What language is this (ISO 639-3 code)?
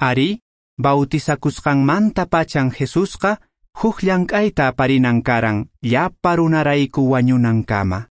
que